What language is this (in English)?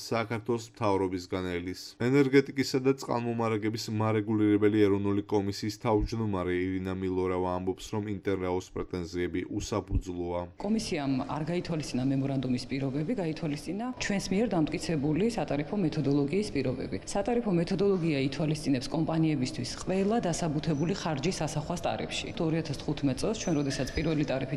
Georgian